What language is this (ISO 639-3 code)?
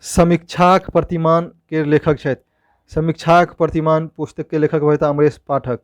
mai